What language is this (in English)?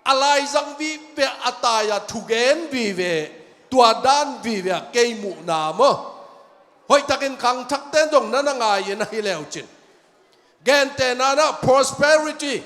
Tedim Chin